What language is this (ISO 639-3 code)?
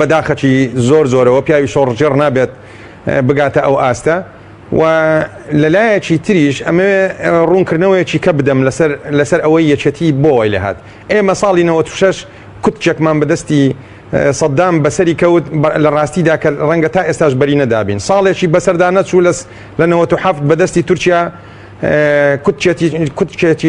ckb